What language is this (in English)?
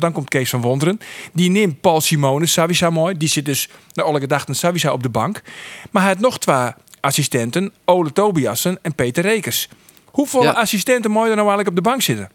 Western Frisian